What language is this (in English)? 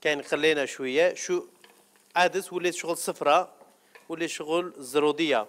Algerian Arabic